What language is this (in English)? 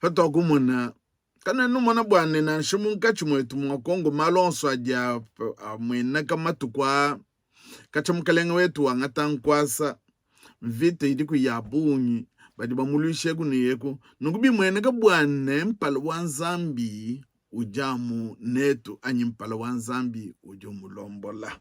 Luba-Lulua